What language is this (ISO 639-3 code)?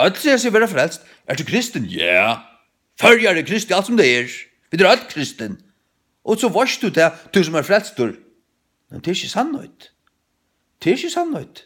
fao